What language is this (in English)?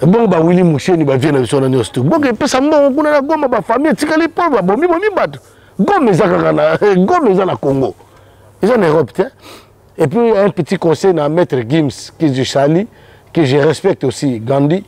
Lingala